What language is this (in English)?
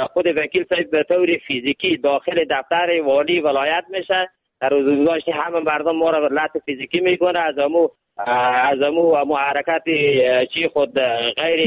Persian